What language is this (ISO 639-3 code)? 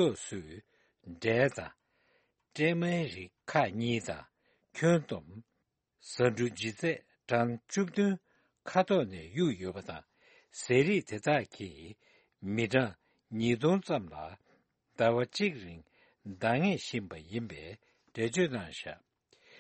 bod